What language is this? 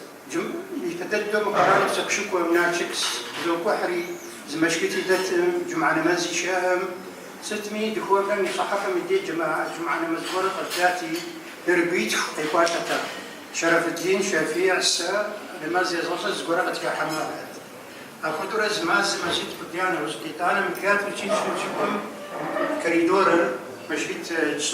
Kabardian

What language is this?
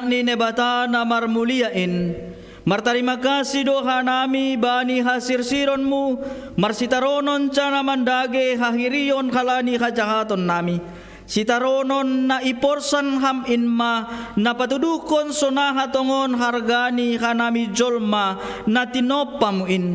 Batak Simalungun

